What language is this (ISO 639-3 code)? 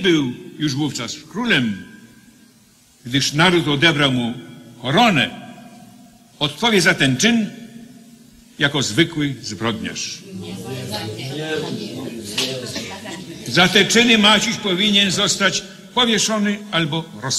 pol